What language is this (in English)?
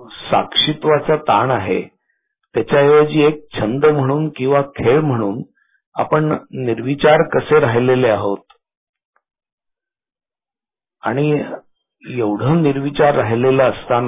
Marathi